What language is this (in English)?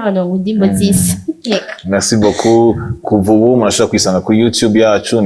Rundi